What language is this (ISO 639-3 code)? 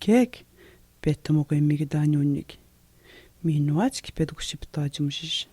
atj